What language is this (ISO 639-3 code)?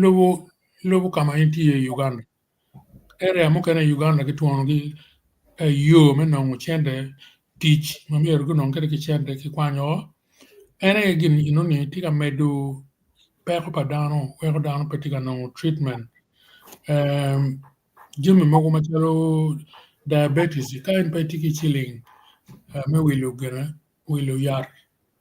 ach